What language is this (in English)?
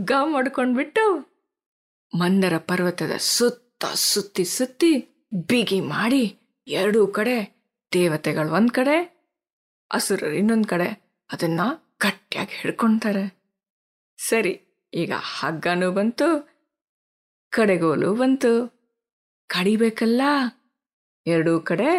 Kannada